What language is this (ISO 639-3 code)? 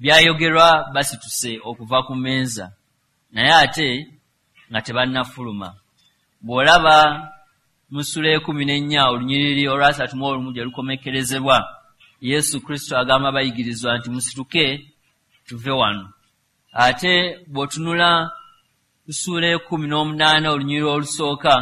lug